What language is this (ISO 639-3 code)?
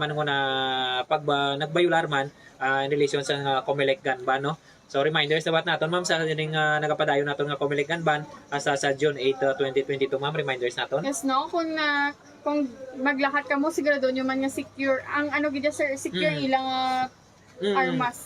hil